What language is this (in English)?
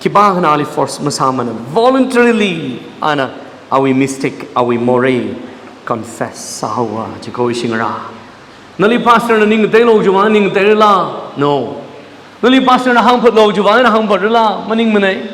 Tangkhul Naga (India)